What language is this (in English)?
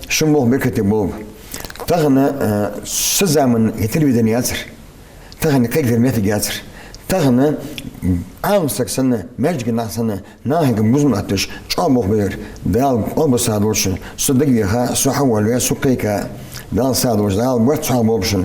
Ingush